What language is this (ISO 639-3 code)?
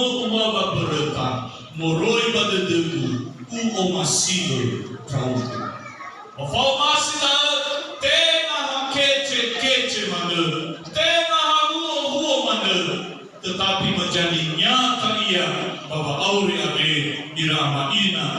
nia